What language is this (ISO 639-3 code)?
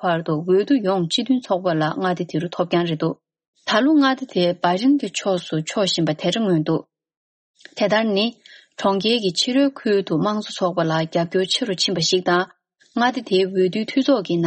bod